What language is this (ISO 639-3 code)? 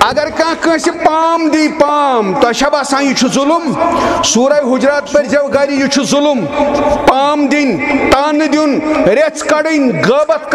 kas